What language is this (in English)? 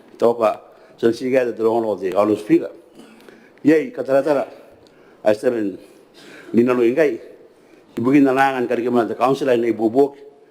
Gilbertese